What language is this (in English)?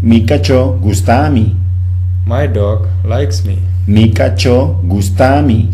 Papiamento